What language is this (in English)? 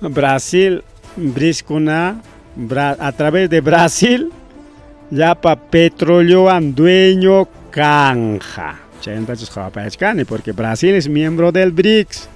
Ayacucho Quechua